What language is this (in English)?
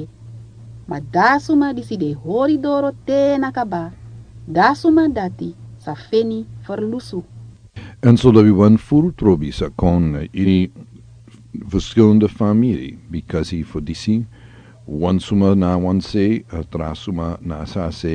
Sranan Tongo